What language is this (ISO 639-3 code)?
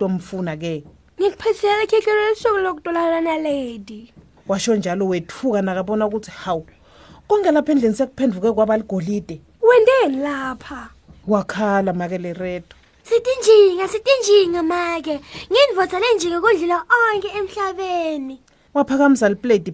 ssw